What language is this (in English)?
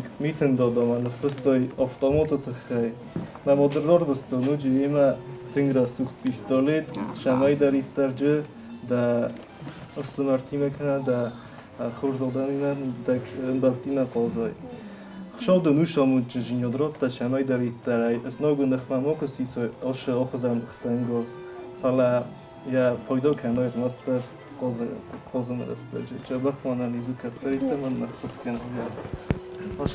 Ossetic